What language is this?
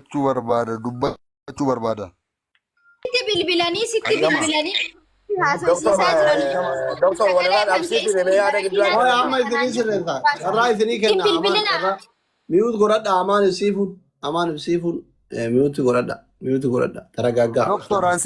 Oromo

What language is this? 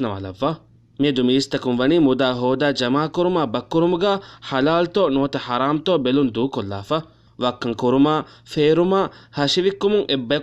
Divehi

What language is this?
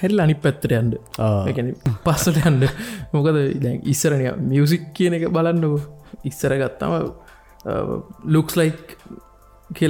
Sinhala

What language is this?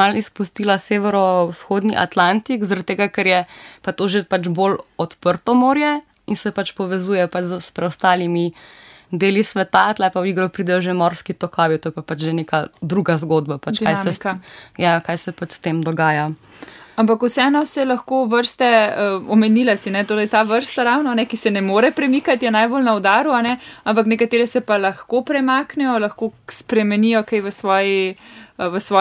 Slovenian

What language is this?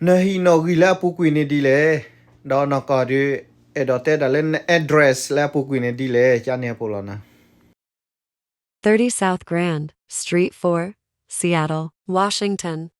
S'gaw Karen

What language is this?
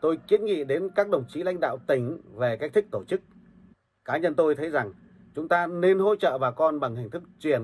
Vietnamese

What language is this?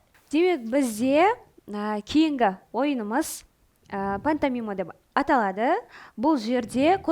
Kara-Kalpak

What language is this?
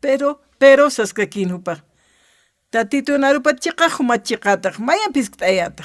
Aymara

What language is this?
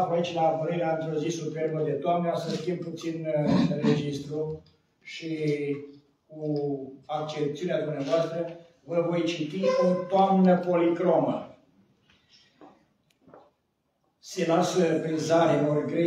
Romanian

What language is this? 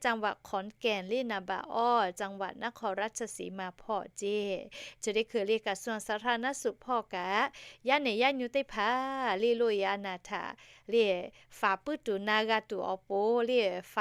Lahu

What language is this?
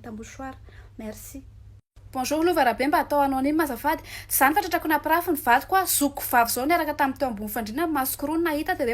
Malagasy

